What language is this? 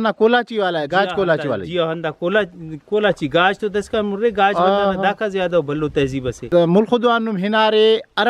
Brahui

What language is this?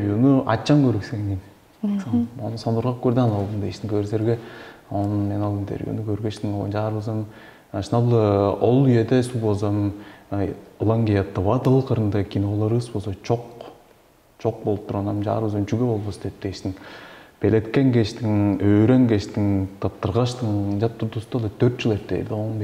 Tuvinian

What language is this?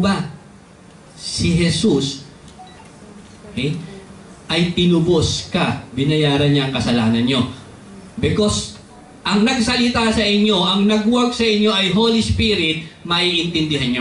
Filipino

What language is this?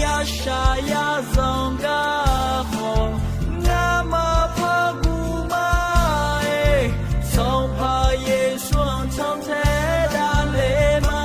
Akha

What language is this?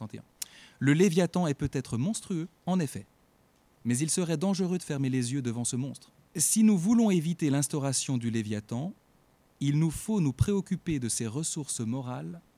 French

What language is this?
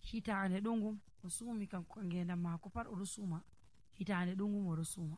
Nigerian Fulfulde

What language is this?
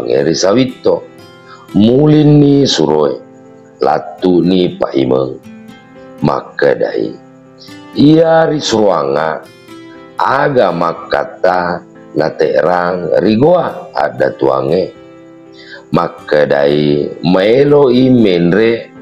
Buginese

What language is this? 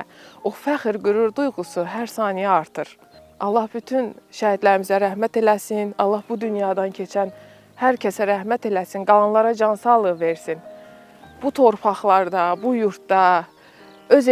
Azerbaijani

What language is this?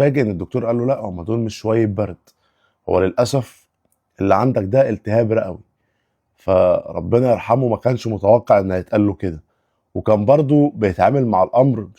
Egyptian Arabic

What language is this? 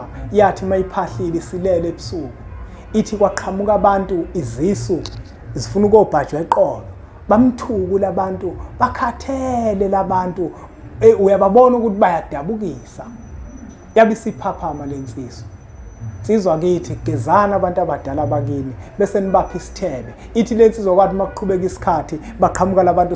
Zulu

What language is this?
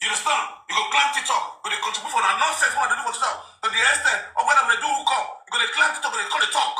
Nigerian Pidgin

